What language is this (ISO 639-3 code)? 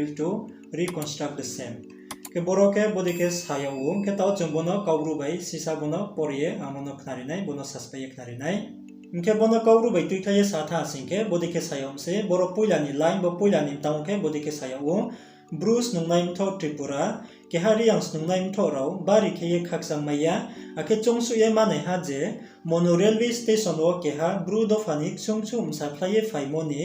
ria